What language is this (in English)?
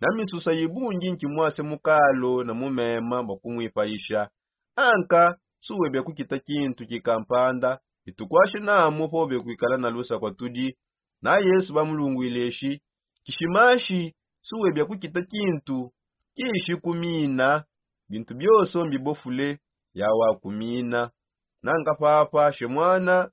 Songe